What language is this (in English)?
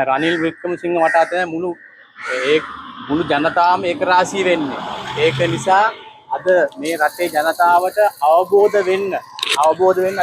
Sinhala